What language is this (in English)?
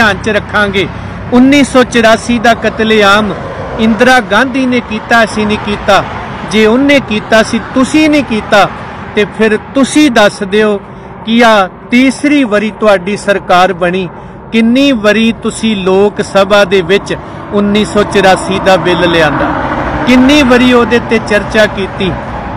Punjabi